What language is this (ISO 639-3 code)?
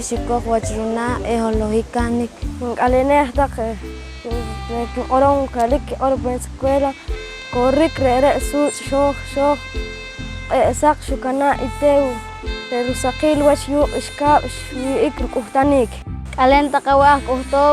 poh